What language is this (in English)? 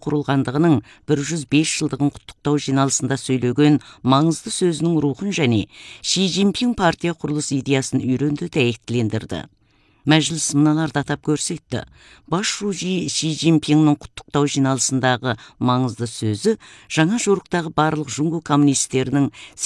Kazakh